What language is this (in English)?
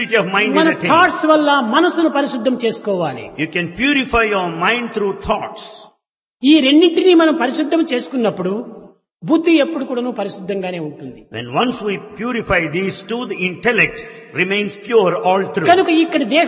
Telugu